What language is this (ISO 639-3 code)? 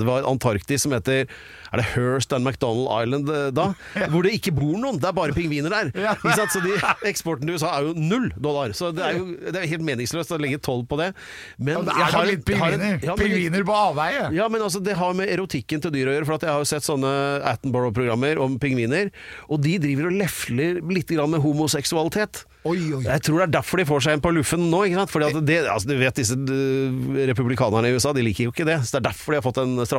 nor